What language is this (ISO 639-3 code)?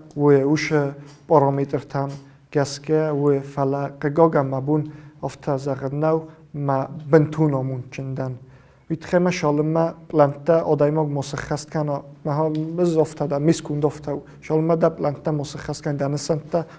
oss